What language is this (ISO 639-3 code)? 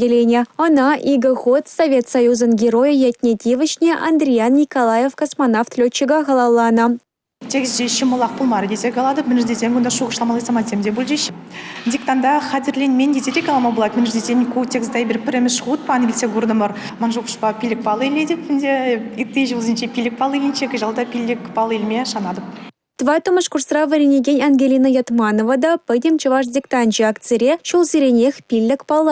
chv